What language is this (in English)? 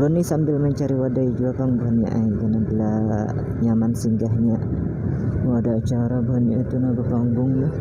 Banjar